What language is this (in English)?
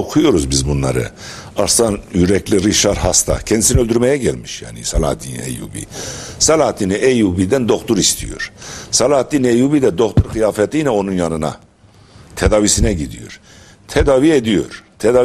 Turkish